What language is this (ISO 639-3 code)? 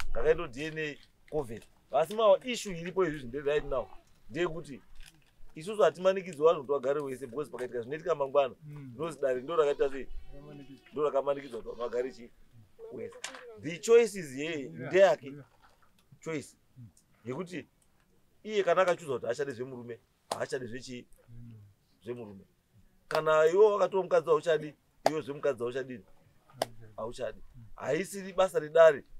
sna